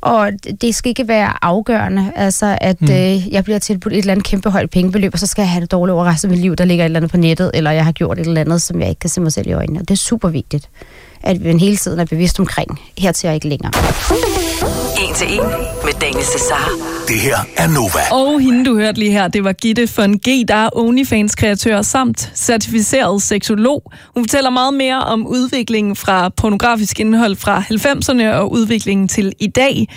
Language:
Danish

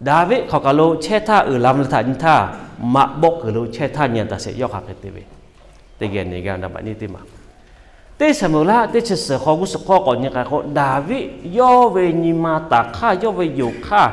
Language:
Lahu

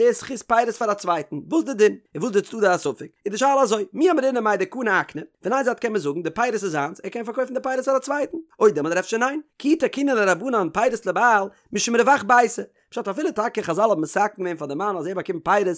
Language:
Yiddish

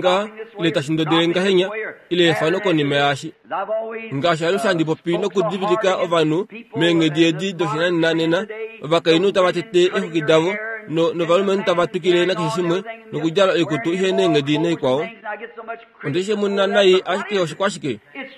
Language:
Kuanyama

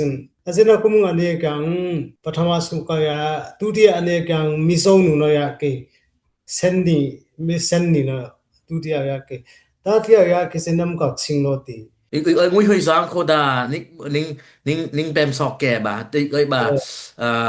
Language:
Dimasa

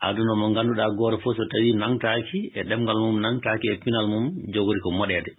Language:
Fula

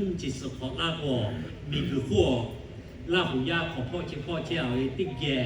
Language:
Lahu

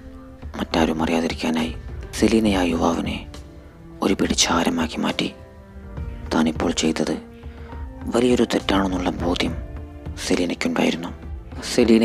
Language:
Malayalam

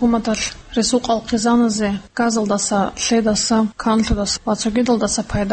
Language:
Avaric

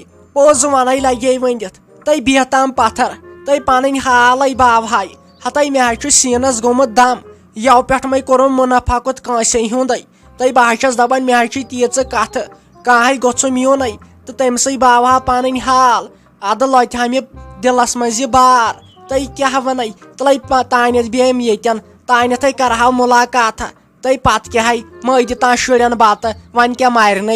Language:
Kashmiri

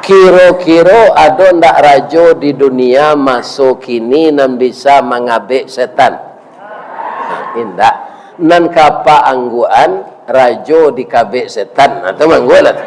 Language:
Minangkabau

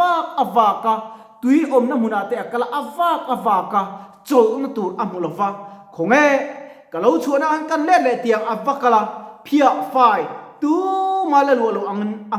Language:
Mizo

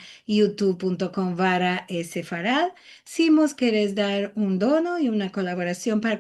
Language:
Ladino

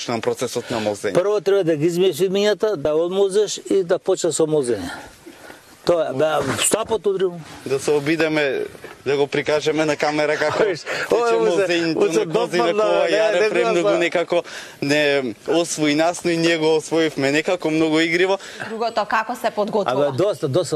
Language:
Macedonian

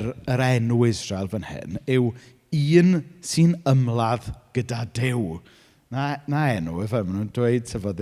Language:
Welsh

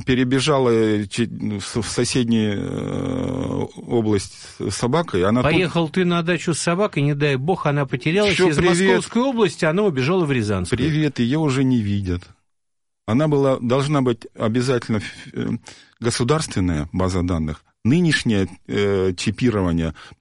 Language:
Russian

